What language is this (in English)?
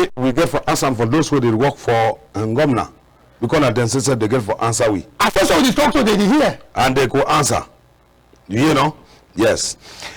Cameroon Pidgin